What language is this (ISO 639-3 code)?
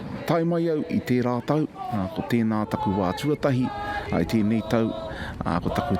mri